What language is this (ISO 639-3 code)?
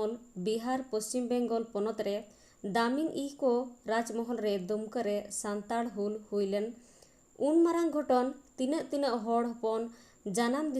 sat